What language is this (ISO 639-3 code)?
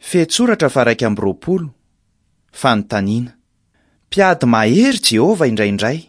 mlg